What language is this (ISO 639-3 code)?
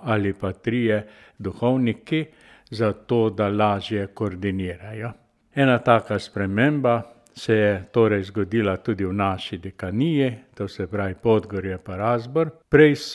slv